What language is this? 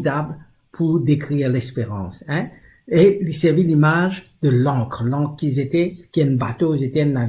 Morisyen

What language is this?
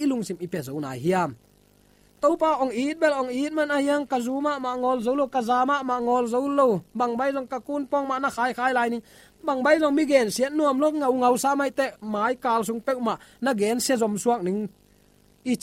Tedim Chin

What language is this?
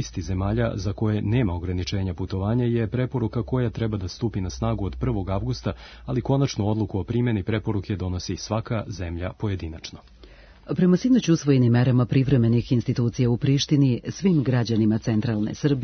Serbian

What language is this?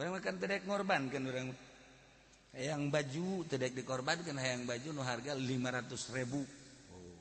Sundanese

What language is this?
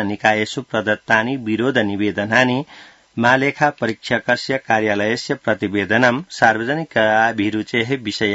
Sanskrit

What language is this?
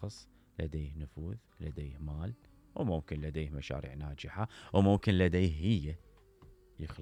Mesopotamian Arabic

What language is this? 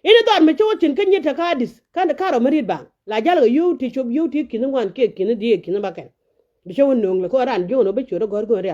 Nuer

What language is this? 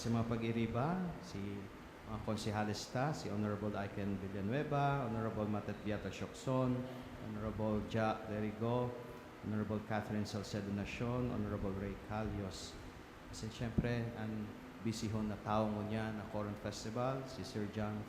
Bikol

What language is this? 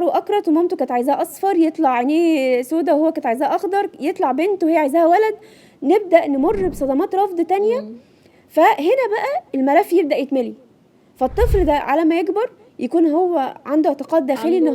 Egyptian Arabic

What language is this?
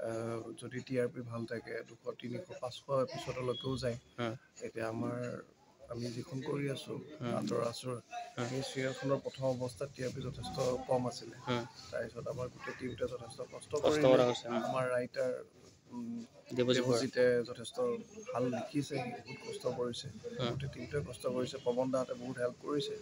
Assamese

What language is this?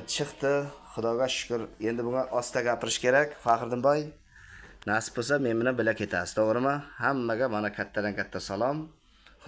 Uzbek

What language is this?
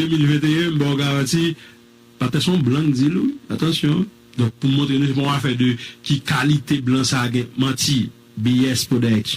Haitian Creole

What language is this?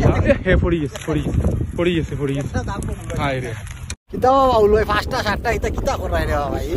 Sylheti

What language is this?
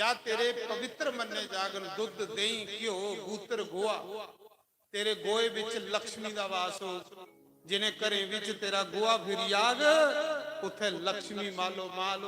Dogri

